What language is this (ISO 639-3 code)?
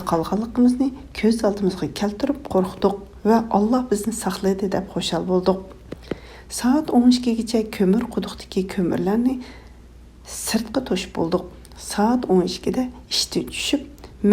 uig